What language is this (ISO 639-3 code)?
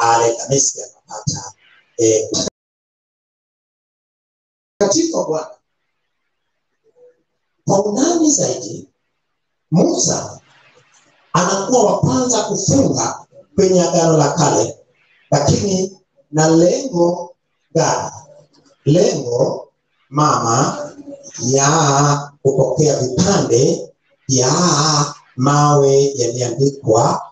swa